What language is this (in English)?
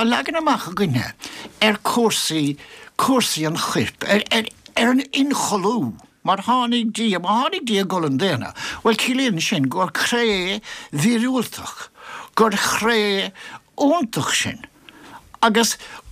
Irish